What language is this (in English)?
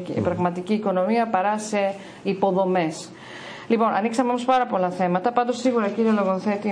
Greek